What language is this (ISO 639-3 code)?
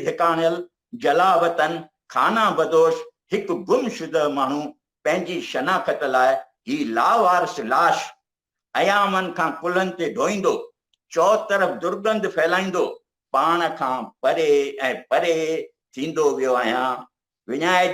snd